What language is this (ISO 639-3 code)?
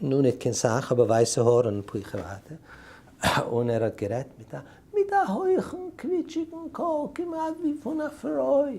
yid